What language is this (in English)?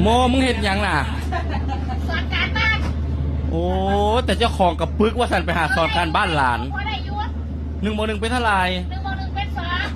Northeastern Thai